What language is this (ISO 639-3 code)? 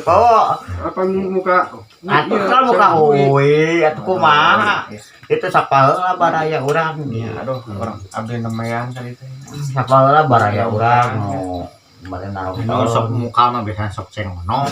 sun